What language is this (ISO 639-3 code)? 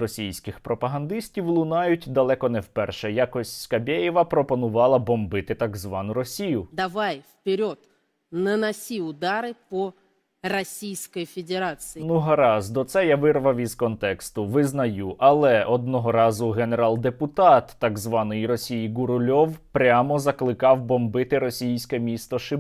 ukr